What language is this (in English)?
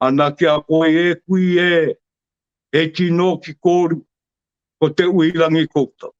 Māori